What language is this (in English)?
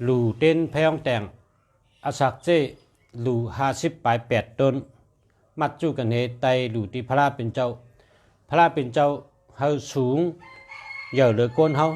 Shan